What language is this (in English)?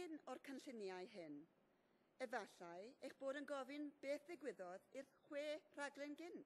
Welsh